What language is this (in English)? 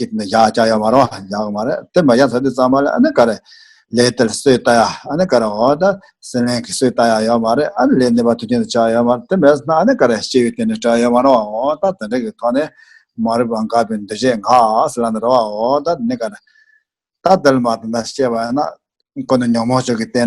Tibetan